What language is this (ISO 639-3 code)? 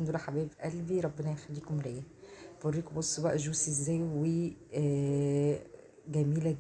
arz